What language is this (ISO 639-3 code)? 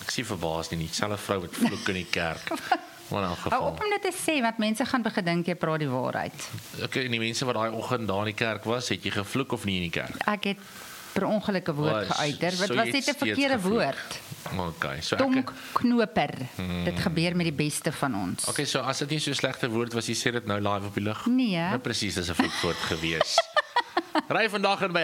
afr